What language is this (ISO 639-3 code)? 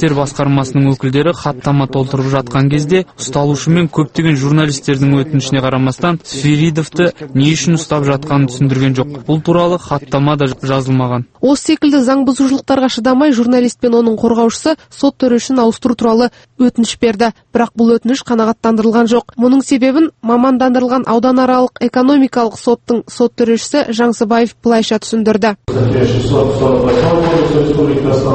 kaz